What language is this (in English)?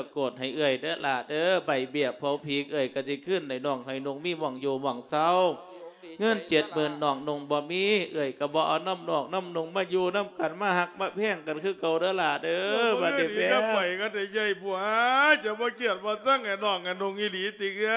Lao